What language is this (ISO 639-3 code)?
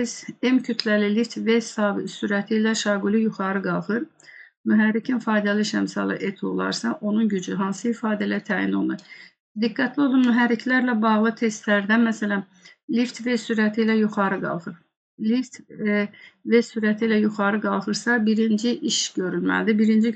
aze